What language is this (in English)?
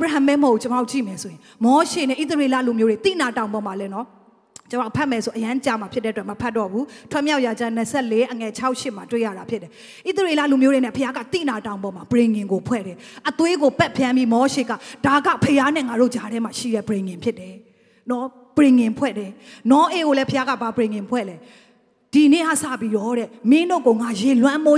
Burmese